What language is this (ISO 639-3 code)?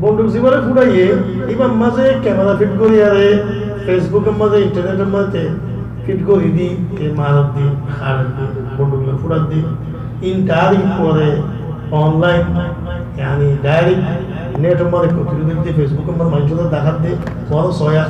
rhg